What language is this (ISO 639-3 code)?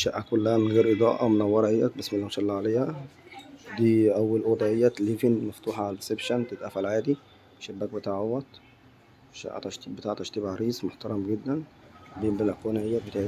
arz